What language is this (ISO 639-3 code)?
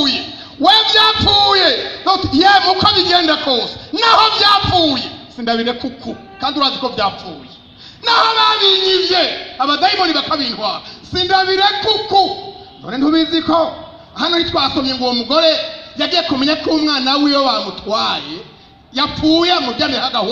run